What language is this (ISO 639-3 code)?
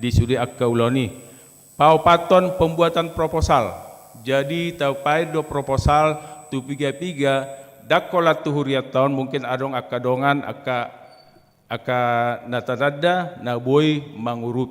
bbc